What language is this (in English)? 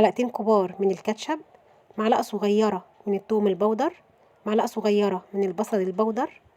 Egyptian Arabic